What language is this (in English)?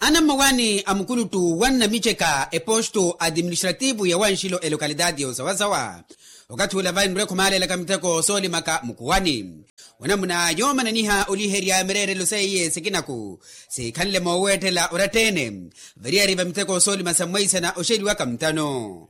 Makhuwa